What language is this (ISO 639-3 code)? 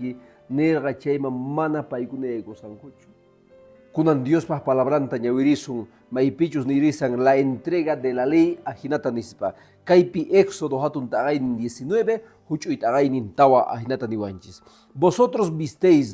que